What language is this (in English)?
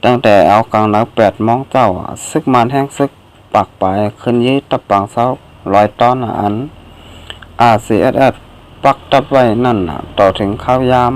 Shan